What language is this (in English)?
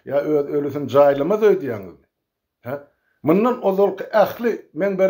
Turkmen